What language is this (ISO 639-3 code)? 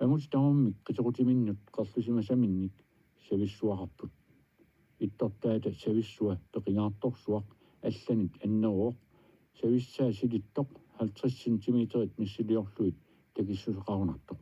kal